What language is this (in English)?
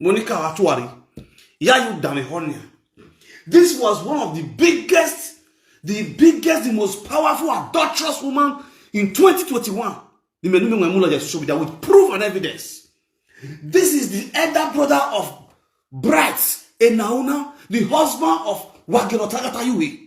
Nigerian Pidgin